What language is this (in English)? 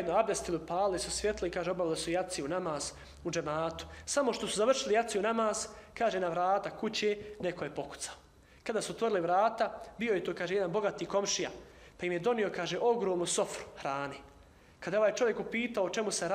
Bosnian